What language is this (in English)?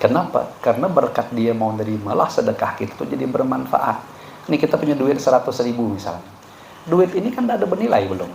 Banjar